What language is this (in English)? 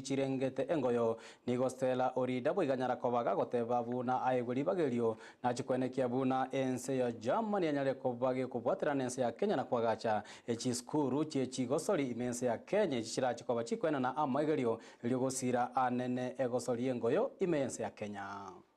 Gusii